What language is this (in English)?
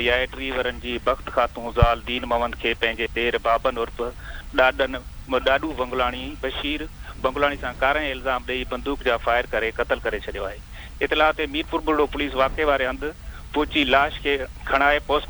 Sindhi